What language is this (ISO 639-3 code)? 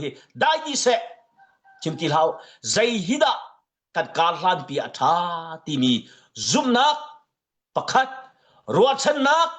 cnh